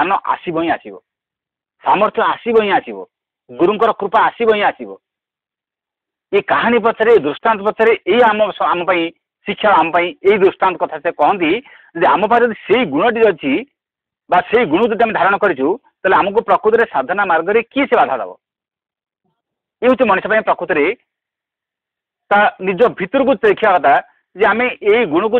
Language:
Odia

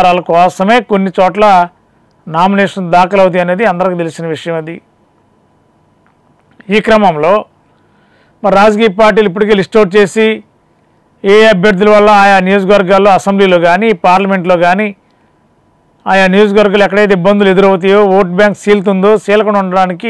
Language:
Telugu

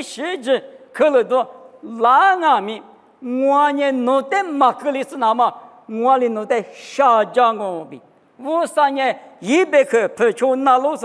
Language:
Lisu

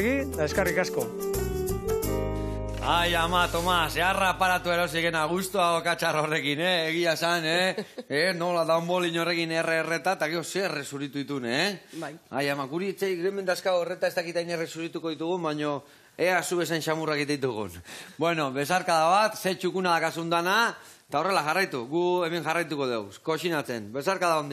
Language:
Basque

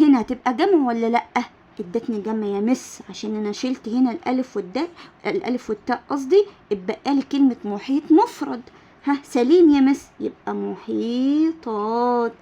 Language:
Egyptian Arabic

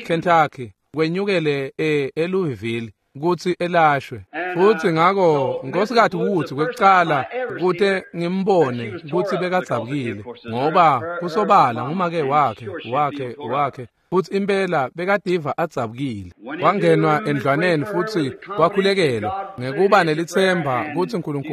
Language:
Swati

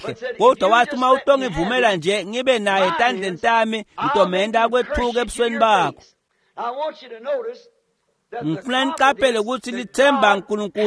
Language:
Swati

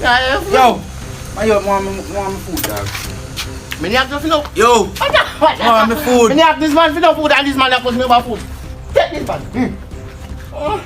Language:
Jamaican Creole English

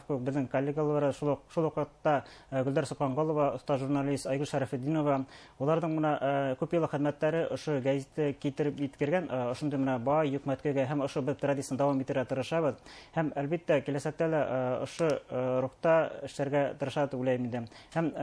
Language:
Bashkir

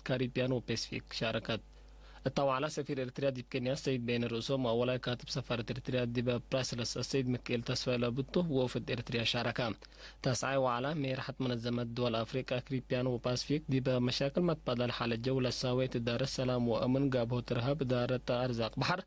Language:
Tigre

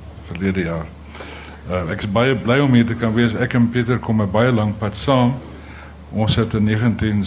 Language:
Afrikaans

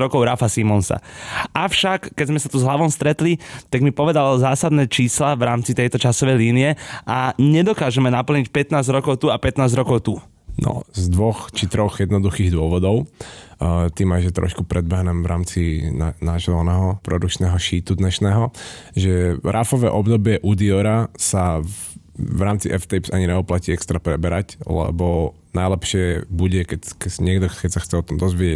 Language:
Slovak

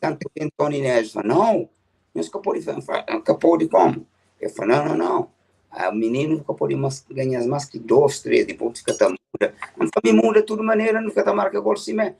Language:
Kabuverdianu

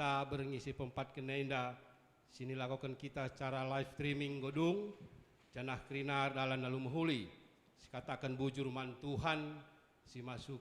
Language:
Batak Karo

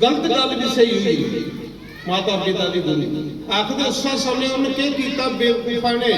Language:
Dogri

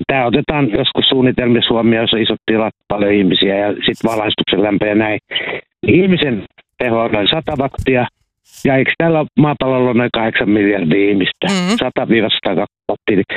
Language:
Finnish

